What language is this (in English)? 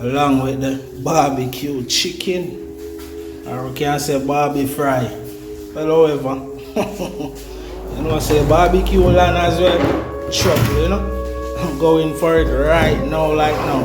Jamaican Creole English